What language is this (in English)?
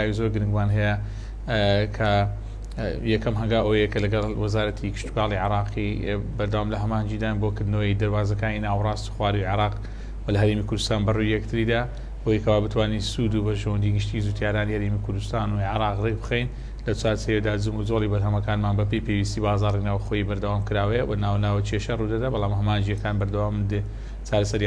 Central Kurdish